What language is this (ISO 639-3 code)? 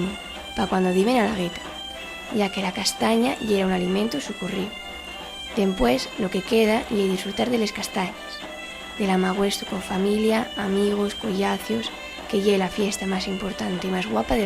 ast